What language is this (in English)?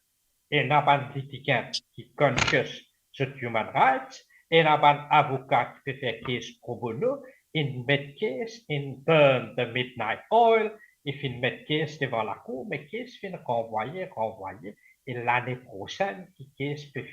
Morisyen